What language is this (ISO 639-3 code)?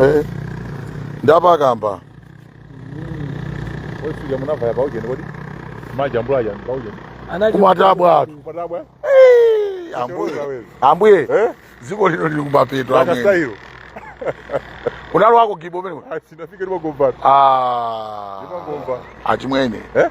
nya